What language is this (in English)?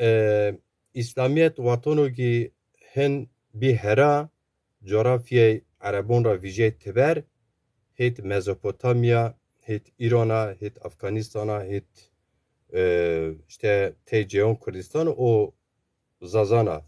Zaza